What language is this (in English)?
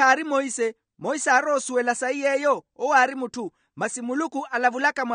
Makhuwa